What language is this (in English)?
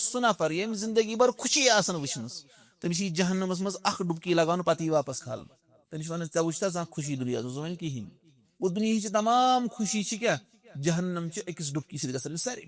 Kashmiri